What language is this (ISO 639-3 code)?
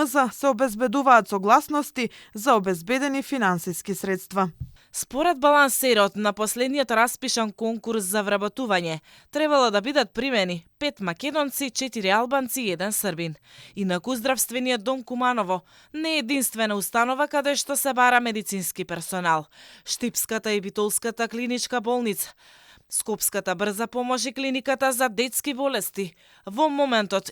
mkd